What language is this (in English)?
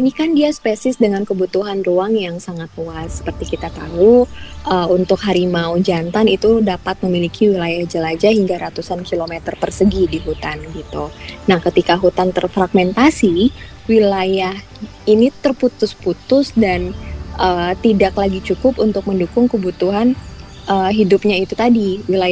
Indonesian